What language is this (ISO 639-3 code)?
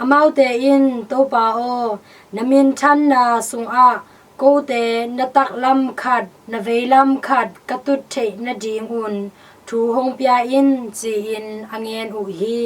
ctd